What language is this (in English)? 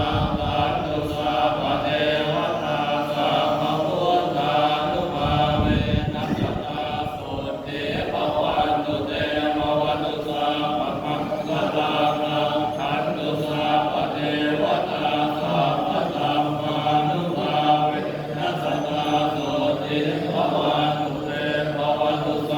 Pali